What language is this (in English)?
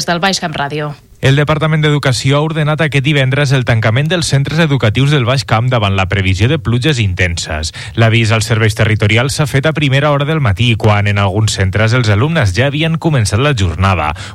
Catalan